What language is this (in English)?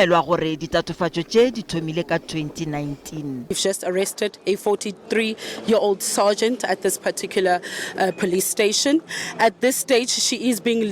Northern Sotho